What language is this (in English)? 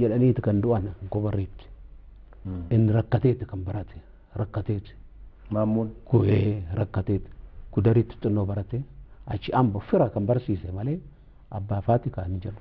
Oromo